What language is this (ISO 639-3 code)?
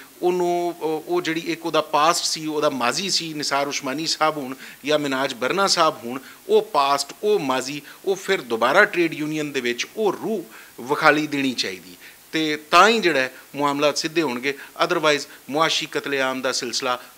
lah